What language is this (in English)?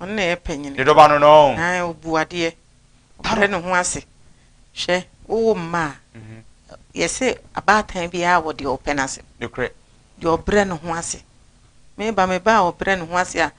Akan